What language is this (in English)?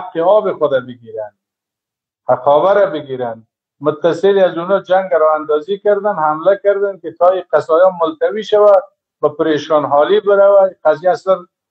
Persian